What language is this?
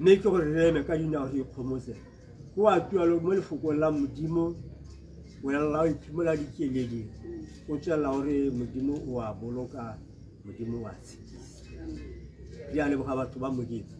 Tswana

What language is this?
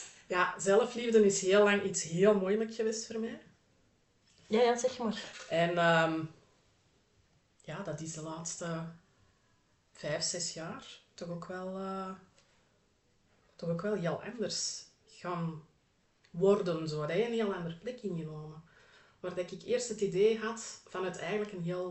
Dutch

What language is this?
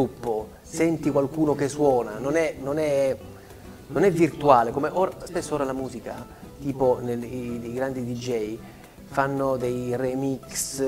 Italian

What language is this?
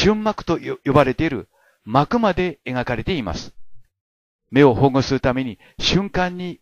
Japanese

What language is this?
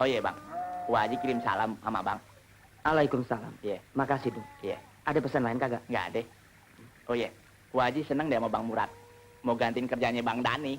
Betawi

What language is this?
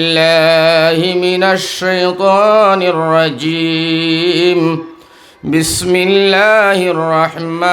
Sylheti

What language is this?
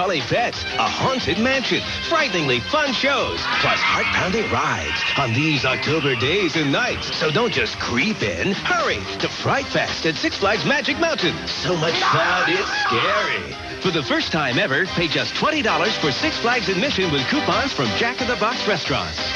English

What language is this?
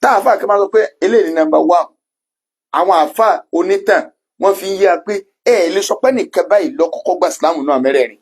Yoruba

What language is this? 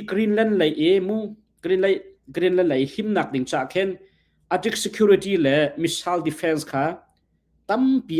Hakha Chin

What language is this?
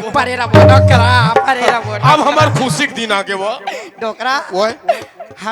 Chhattisgarhi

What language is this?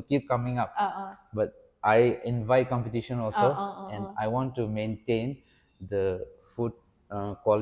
Rongmei Naga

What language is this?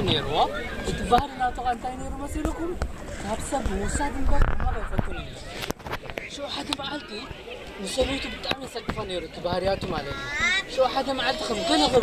Tigrinya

